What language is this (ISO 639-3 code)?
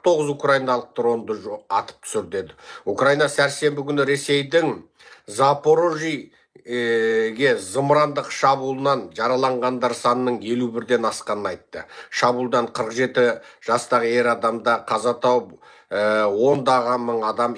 kaz